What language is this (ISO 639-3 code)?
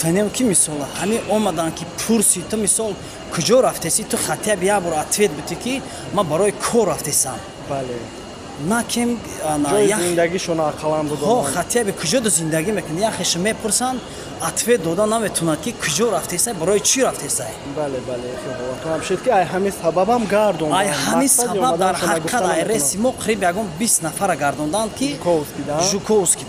tgk